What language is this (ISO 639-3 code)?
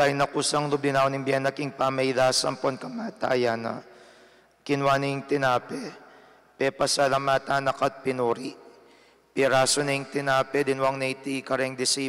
pam